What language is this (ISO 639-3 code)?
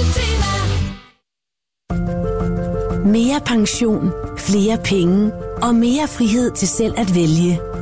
dan